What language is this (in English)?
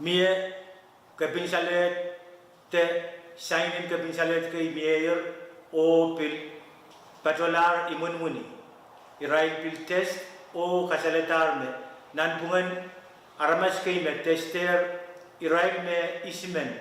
Pohnpeian